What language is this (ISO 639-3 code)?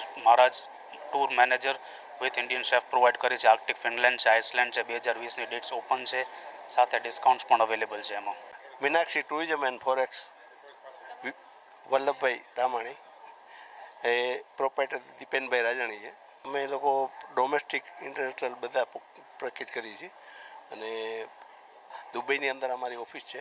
guj